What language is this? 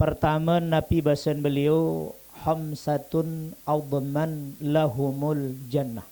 Sasak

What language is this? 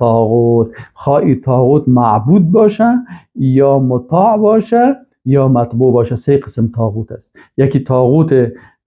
Persian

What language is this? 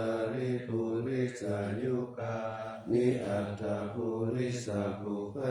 Pali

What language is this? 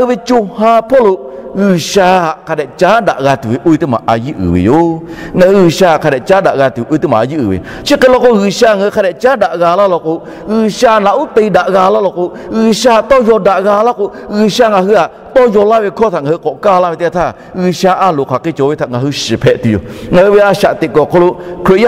Lahu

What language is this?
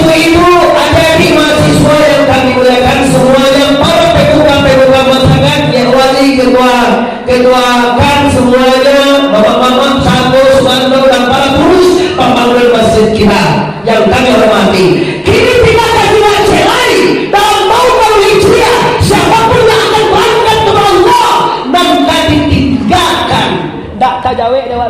Minangkabau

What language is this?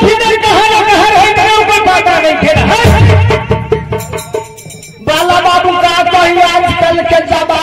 Bhojpuri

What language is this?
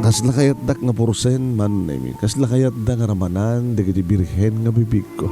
Iloko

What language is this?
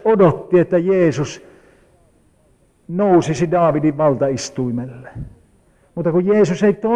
Finnish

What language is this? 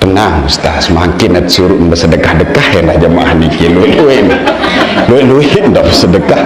Sasak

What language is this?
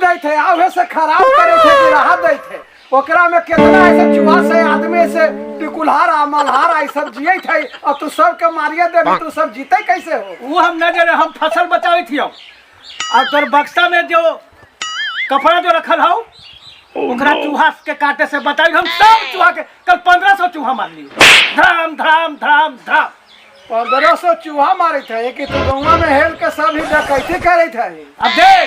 Magahi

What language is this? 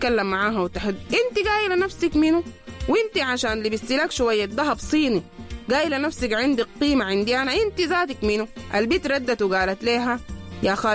Sudanese Arabic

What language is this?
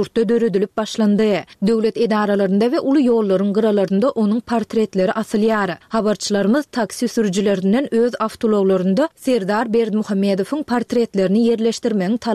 Turkmen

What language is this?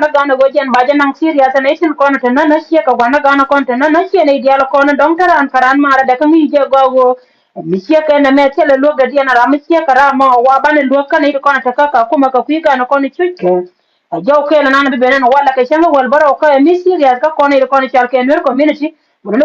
Nuer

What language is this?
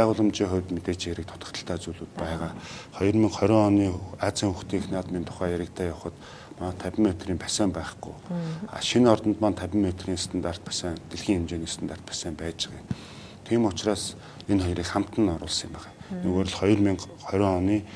Mongolian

